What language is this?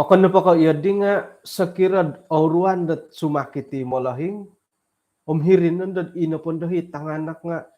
Central Dusun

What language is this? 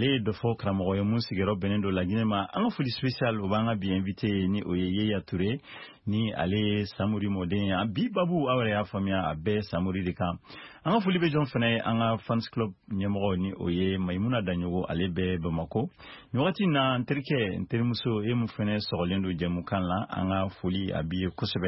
Bambara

